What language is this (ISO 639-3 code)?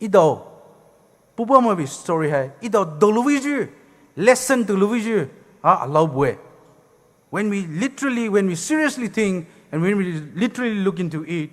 pmx